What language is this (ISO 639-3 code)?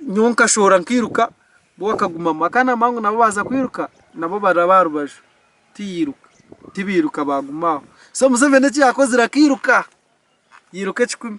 nyn